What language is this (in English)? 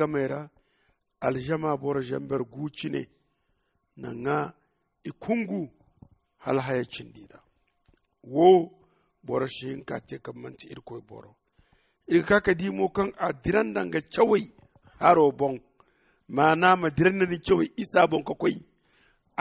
Zarma